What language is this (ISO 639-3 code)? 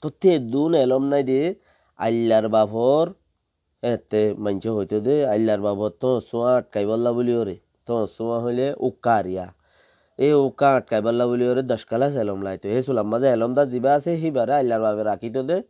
rhg